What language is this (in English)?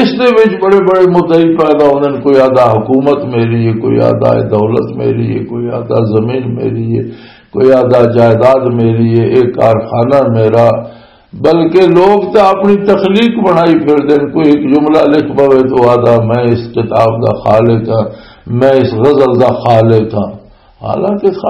Western Panjabi